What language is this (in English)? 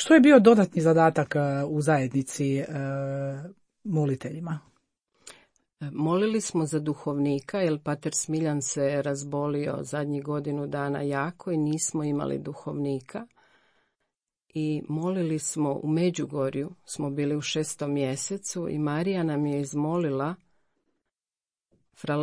Croatian